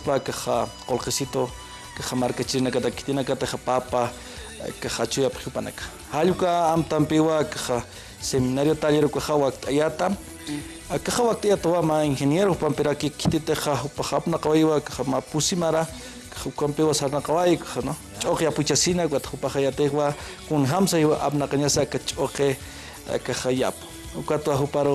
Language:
Aymara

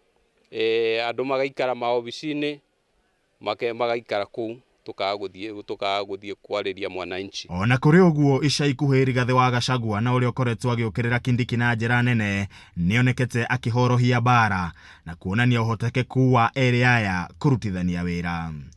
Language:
Kikuyu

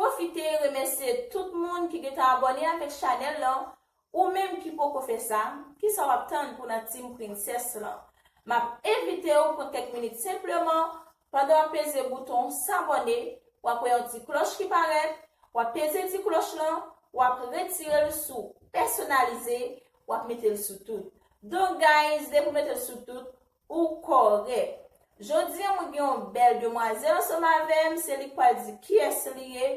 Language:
Haitian Creole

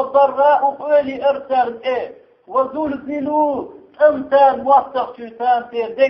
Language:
Chechen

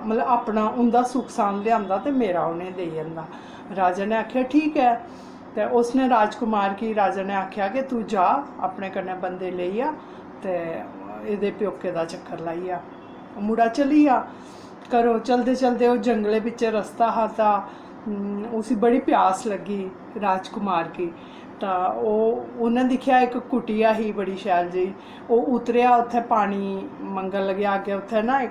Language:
Dogri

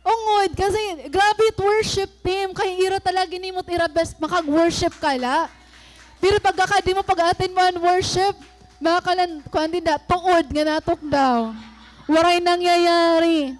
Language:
Waray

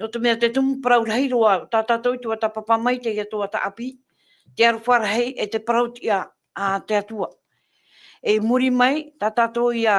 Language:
Tahitian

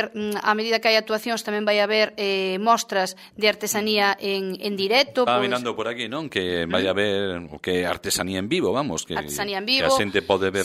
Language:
Galician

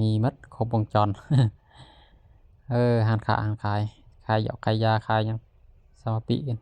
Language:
Lao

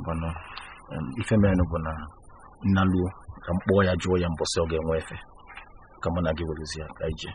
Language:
Igbo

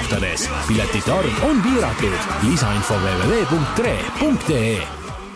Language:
Estonian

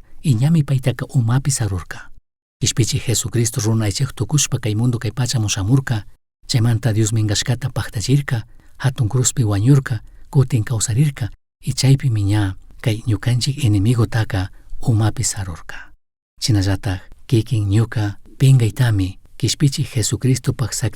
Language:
Chimborazo Highland Quichua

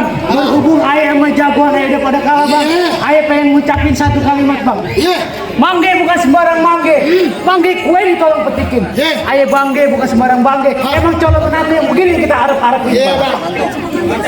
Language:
Betawi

